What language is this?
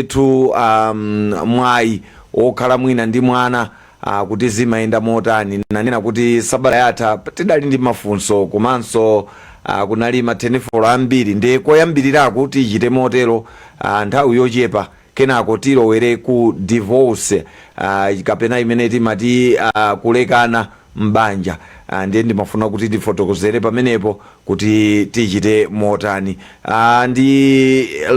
Nyanja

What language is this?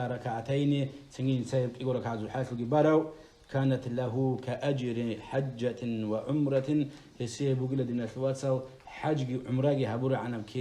Avaric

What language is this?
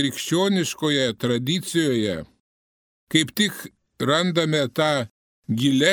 Lithuanian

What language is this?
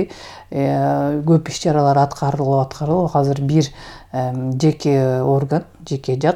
Kyrgyz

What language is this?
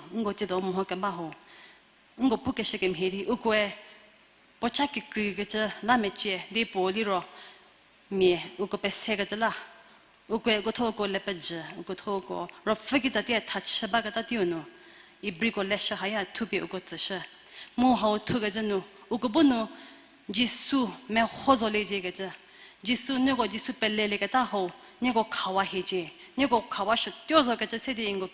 Angami Naga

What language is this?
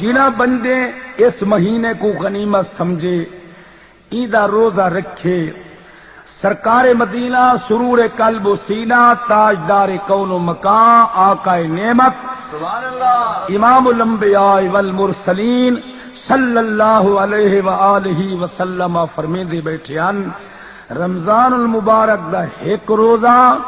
Saraiki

